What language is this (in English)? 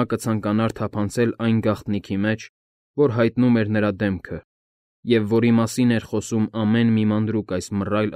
Armenian